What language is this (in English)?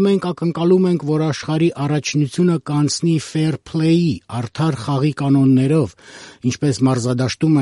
Armenian